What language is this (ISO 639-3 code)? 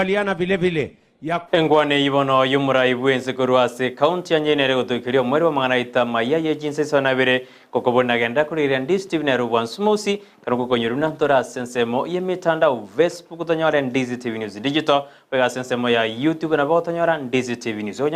guz